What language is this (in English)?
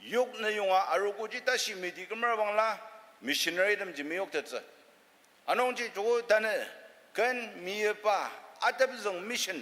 Ao Naga